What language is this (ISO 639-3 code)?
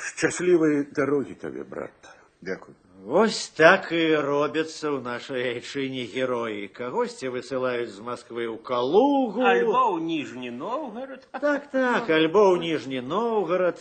bel